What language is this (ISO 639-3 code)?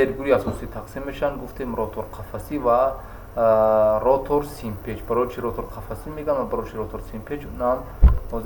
tgk